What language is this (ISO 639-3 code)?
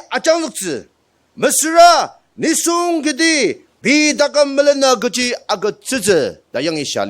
njo